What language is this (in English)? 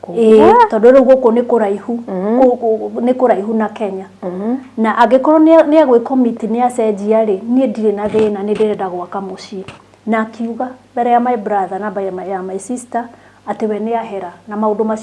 Kikuyu